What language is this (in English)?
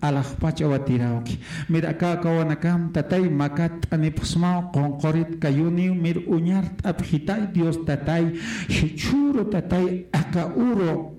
Aymara